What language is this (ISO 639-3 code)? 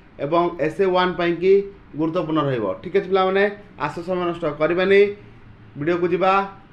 ori